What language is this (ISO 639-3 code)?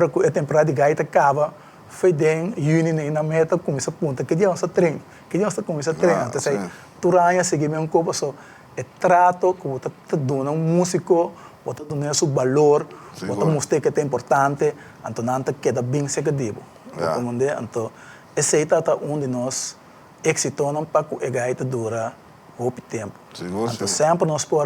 pap